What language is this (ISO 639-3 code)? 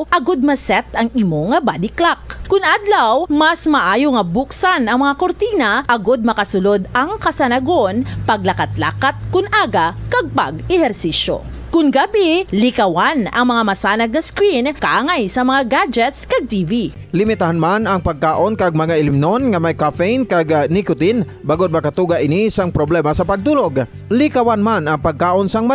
hil